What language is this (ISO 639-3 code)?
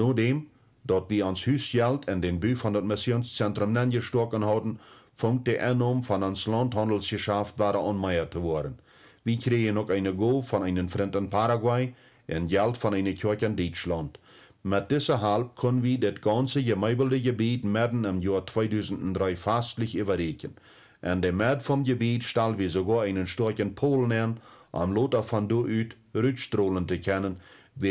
pdt